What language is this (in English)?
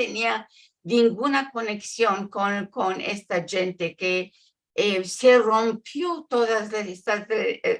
Ladino